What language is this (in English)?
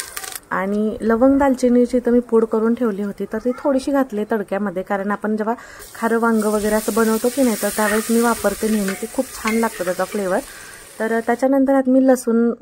Marathi